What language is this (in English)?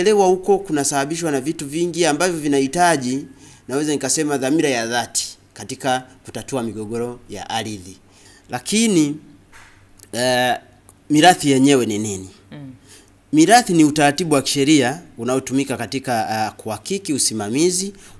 Swahili